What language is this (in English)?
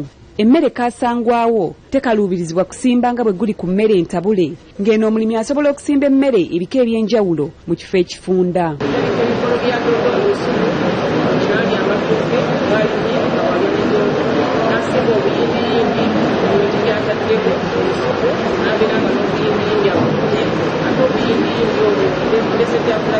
Ganda